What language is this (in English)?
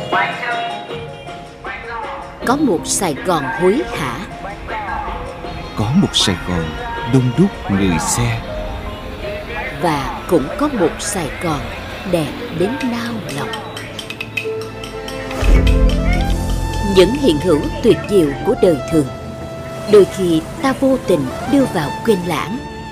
Vietnamese